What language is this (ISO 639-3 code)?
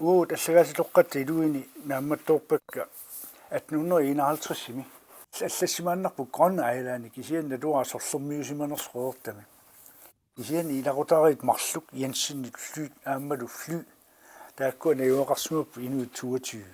kal